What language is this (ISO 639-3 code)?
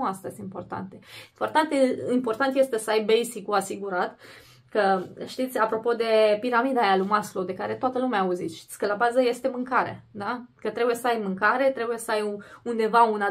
ron